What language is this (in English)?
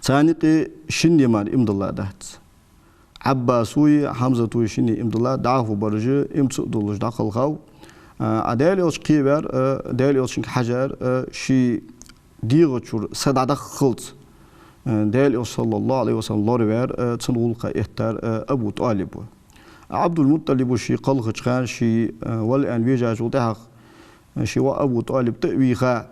Ingush